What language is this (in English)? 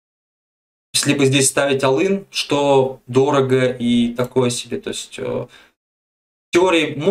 Russian